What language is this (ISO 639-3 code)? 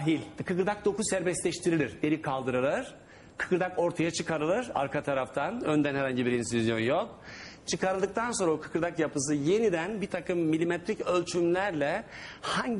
tur